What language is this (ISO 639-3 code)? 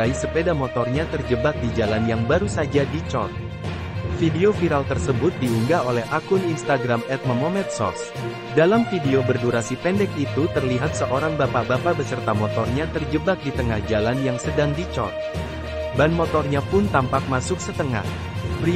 ind